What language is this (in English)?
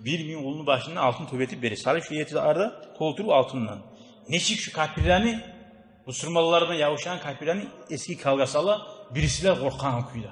Kumyk